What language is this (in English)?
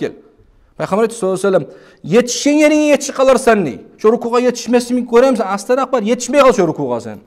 Kumyk